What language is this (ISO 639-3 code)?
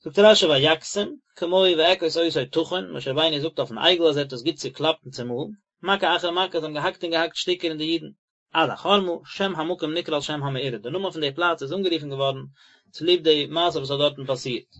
yid